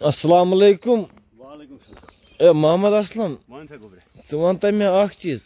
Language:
Kashmiri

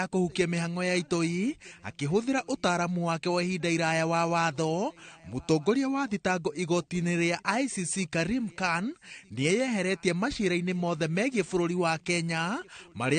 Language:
Kikuyu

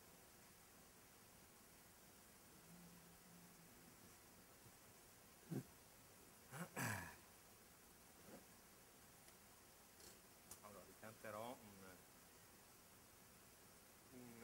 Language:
Italian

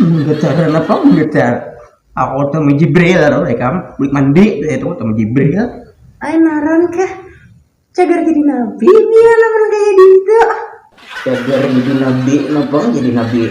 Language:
Banjar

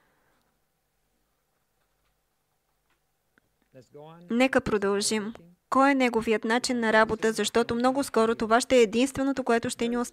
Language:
Bulgarian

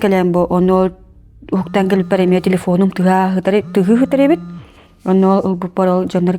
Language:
Yakut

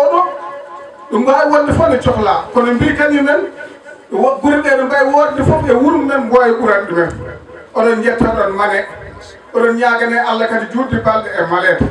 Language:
Fula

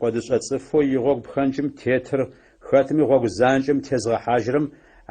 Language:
Adyghe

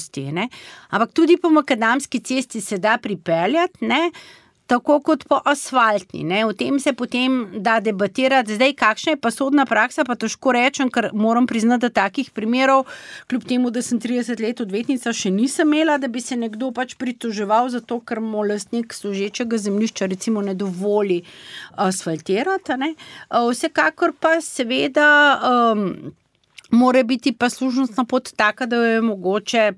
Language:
Slovenian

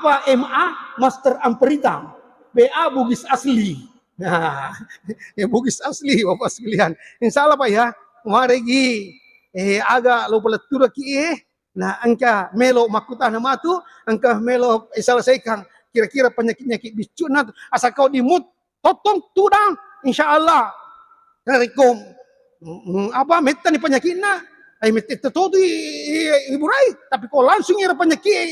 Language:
Buginese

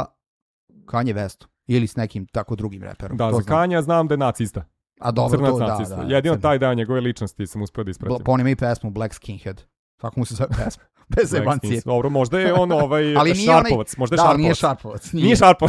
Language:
Serbian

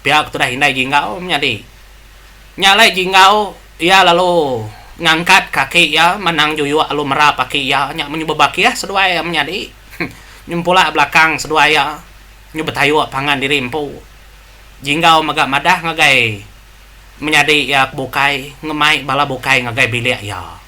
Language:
Iban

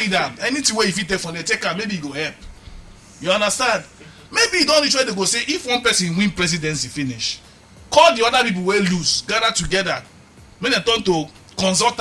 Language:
Nigerian Pidgin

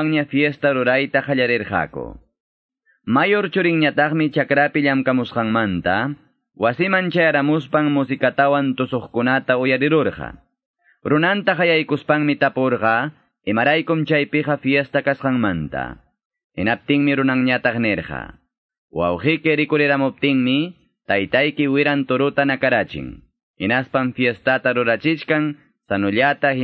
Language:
Ayacucho Quechua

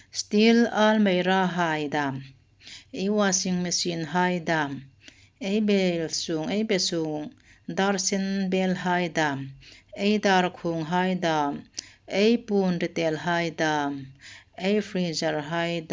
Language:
Hmar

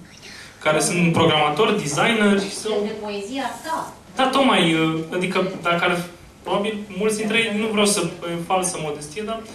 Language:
Romanian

